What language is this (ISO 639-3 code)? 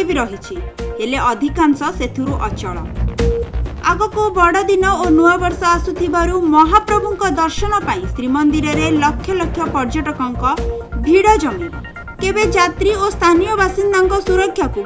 ori